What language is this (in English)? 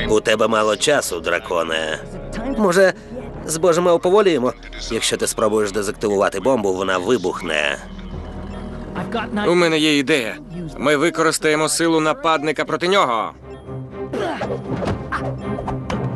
Ukrainian